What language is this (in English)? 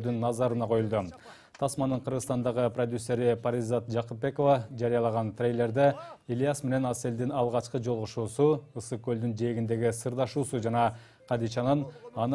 Kyrgyz